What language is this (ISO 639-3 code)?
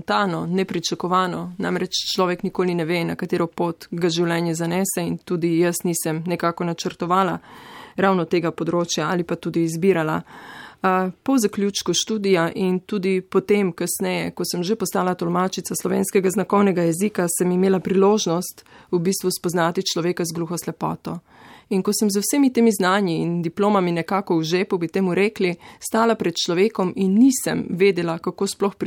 slv